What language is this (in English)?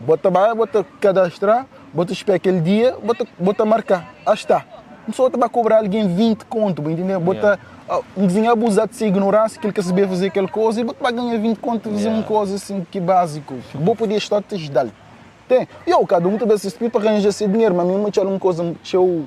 Kabuverdianu